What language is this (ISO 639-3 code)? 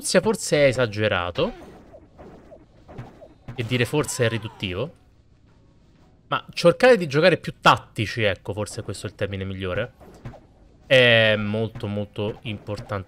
ita